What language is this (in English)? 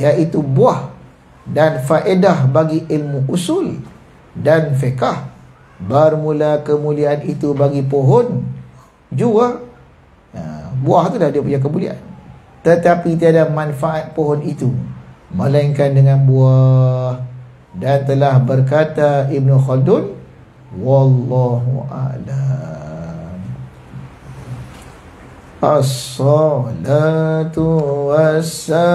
Malay